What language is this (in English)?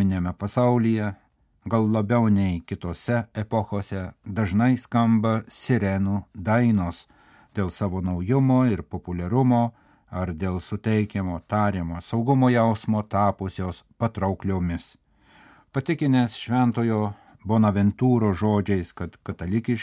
Lithuanian